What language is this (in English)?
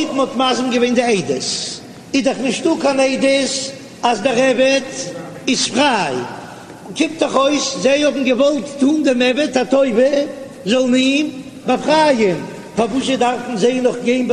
Yiddish